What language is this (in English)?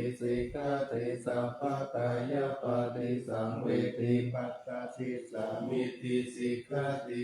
Pali